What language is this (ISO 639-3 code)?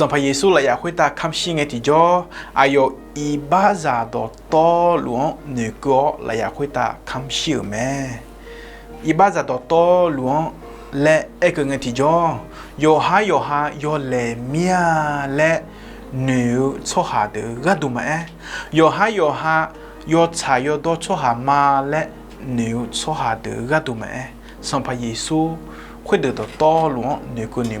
ahk